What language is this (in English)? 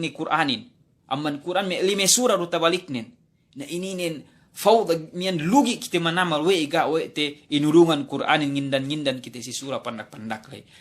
Yakan